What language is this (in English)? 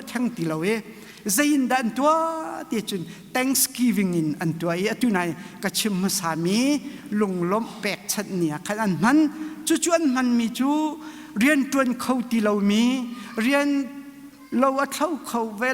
Hakha Chin